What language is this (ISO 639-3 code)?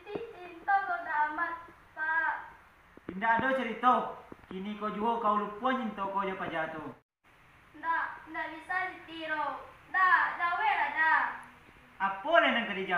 min